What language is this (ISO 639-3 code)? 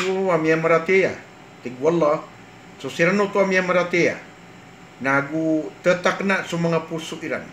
mrw